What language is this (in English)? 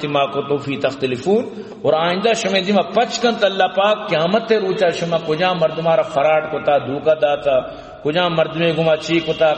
Eastern Balochi